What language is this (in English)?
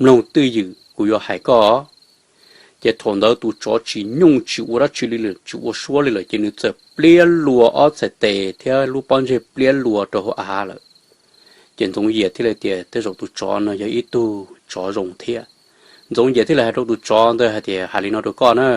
Hmong